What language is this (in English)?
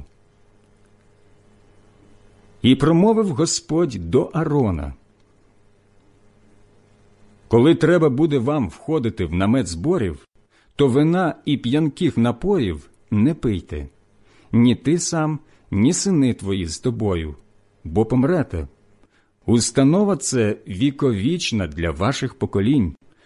Ukrainian